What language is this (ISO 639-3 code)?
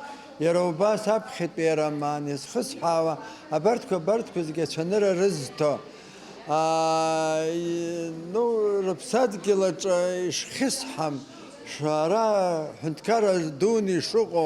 abk